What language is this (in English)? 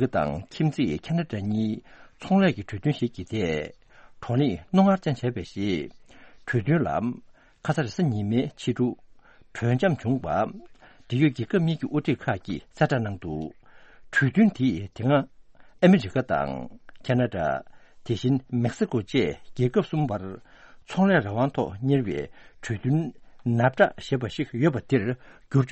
Tibetan